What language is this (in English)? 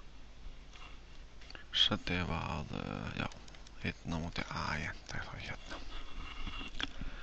Icelandic